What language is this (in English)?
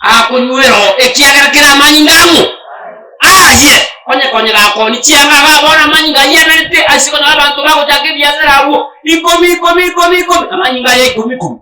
Gusii